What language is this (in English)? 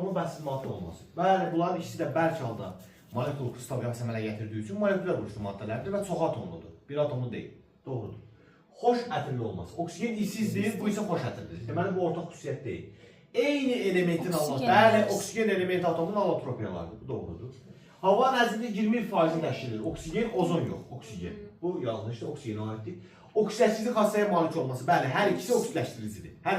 Azerbaijani